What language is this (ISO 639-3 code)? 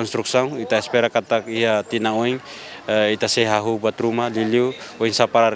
tet